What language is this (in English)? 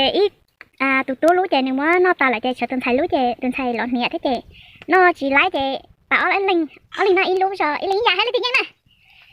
Hmong